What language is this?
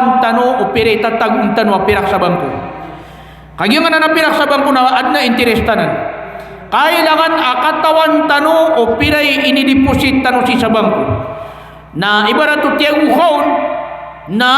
Maranao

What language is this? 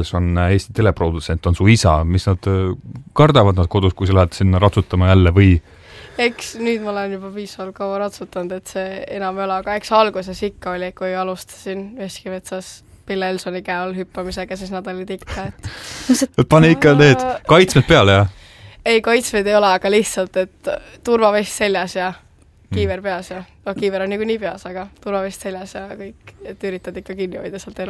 Estonian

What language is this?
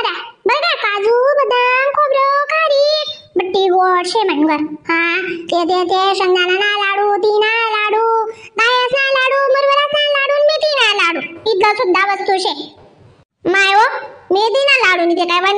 Khandesi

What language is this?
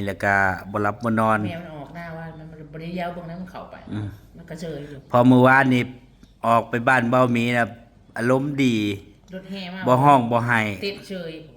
Northeastern Thai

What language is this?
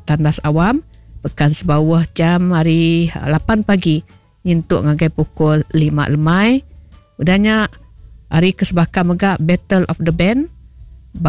Iban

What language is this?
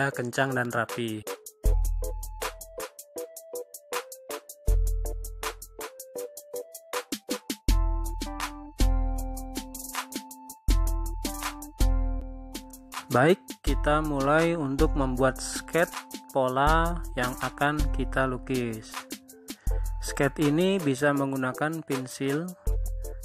Indonesian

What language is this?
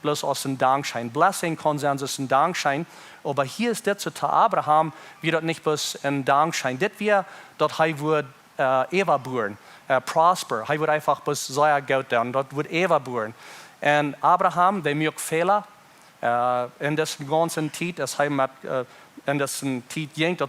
Plautdietsch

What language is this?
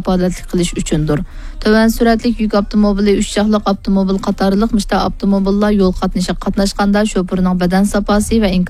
Uyghur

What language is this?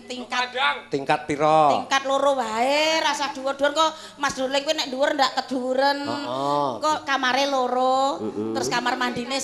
Javanese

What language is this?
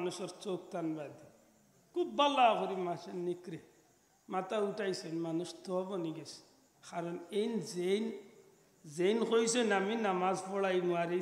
Sylheti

